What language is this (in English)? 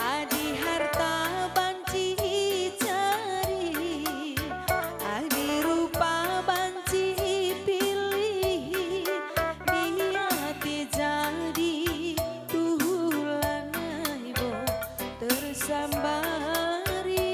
Batak Karo